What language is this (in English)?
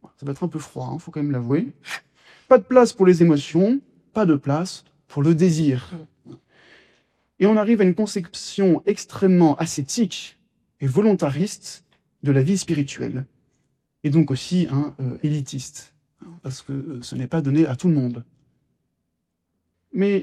French